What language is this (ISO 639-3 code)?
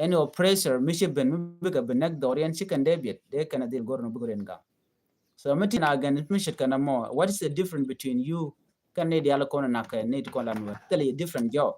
nus